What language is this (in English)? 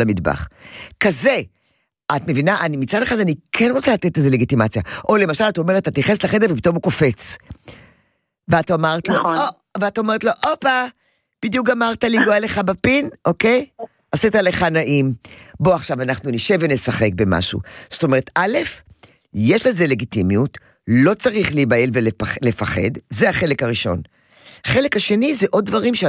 Hebrew